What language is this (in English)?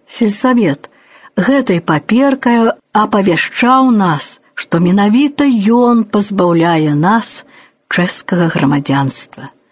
Belarusian